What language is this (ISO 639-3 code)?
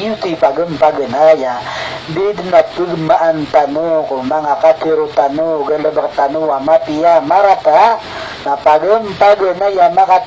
mrw